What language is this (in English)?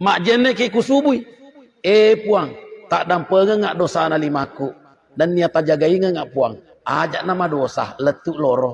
Buginese